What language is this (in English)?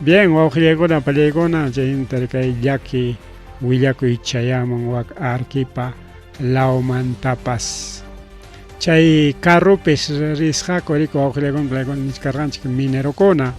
Ayacucho Quechua